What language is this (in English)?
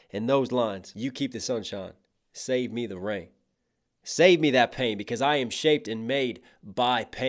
English